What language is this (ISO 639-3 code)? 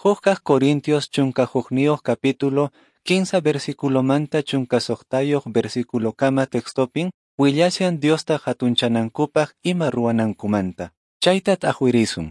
que